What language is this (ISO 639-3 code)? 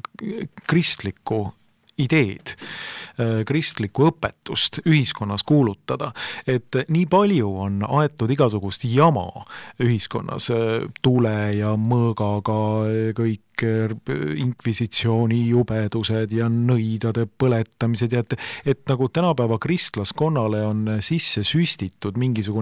est